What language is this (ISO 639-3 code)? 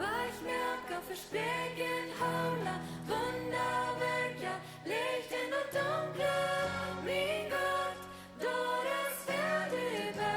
pdt